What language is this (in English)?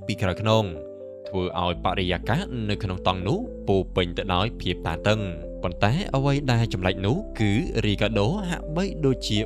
Khmer